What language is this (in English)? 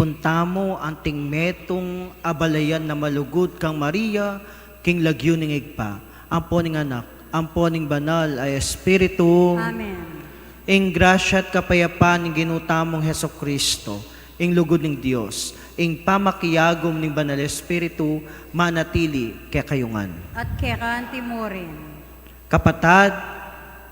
Pampanga